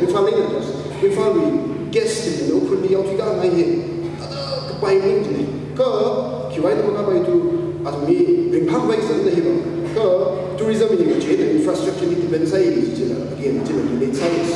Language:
Tangkhul Naga (India)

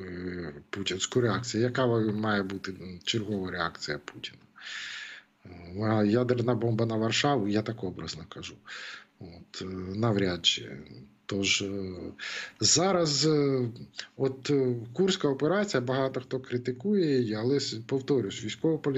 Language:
Ukrainian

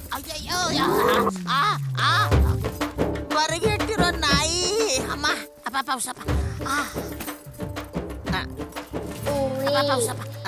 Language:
Kannada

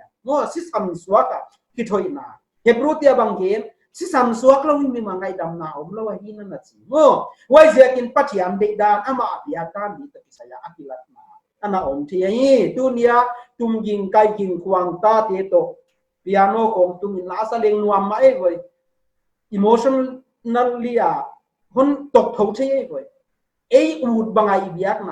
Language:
Paite Chin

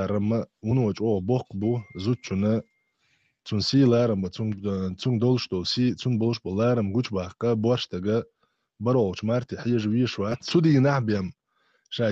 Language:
Chechen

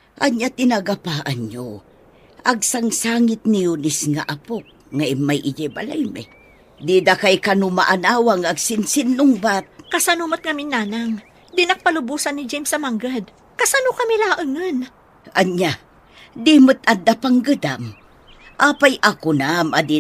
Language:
Iloko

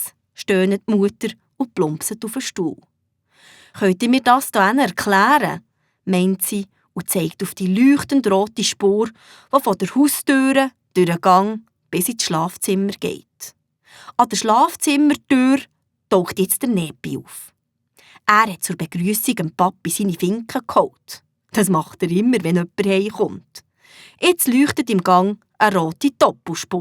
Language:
Swiss German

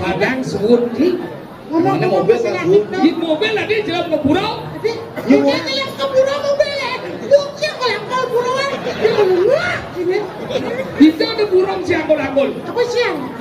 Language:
Balinese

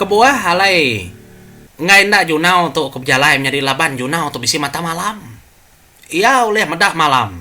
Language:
Iban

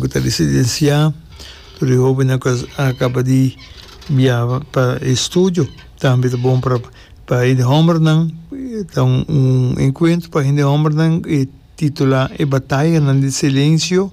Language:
Papiamento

